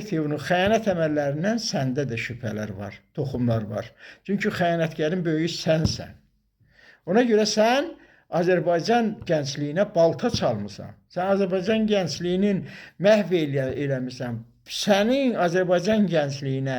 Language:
Azerbaijani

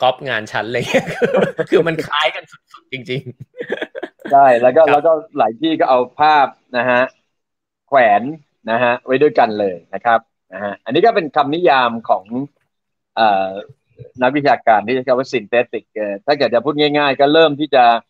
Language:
Thai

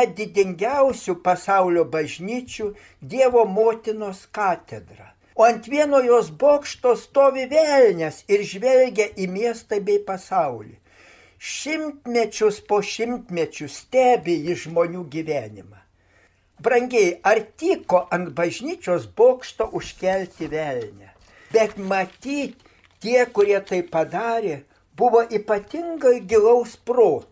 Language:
Lithuanian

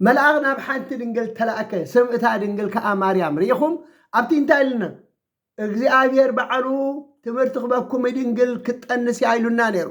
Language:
Tigrinya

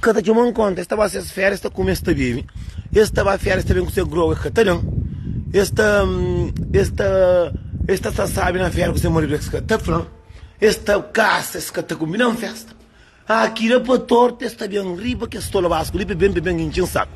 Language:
Kabuverdianu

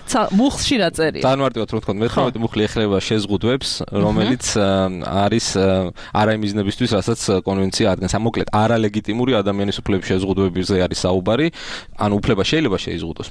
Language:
Georgian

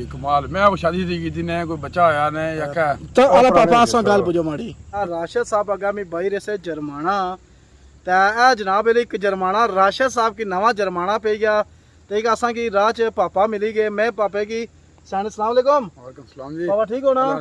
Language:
Pahari-Potwari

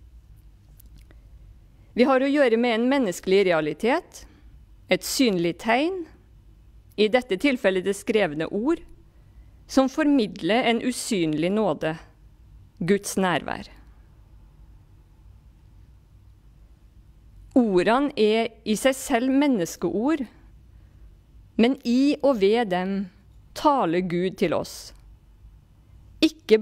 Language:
Norwegian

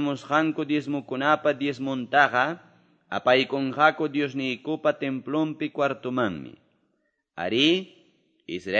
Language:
Quechua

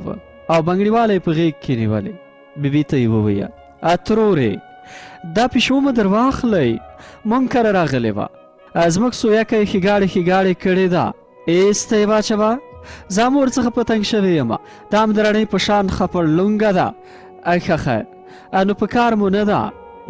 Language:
Pashto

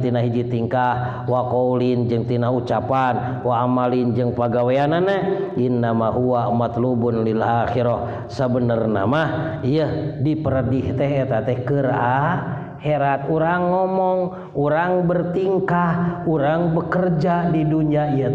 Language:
Sundanese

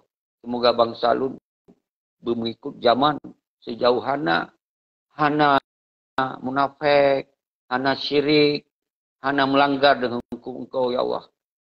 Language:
Achinese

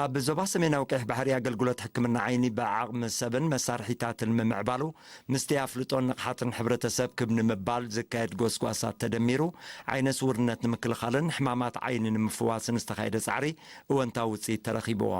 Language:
Tigrinya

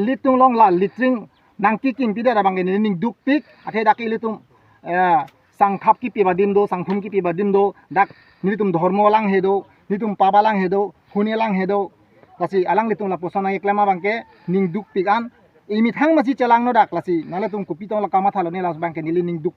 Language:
Karbi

